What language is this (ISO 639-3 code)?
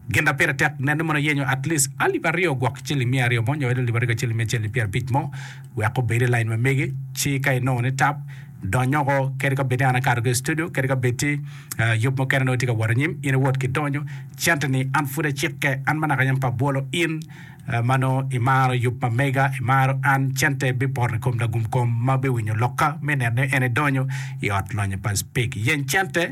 ach